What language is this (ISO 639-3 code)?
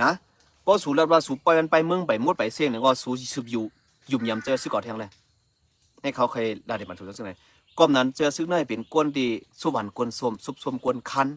shn